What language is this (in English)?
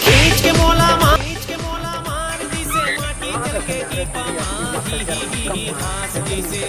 Chhattisgarhi